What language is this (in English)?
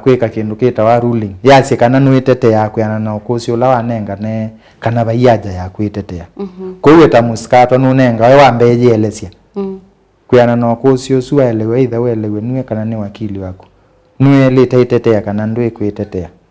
Kamba